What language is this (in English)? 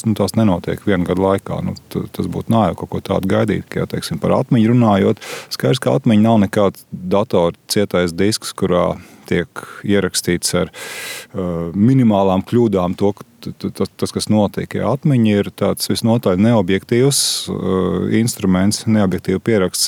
Latvian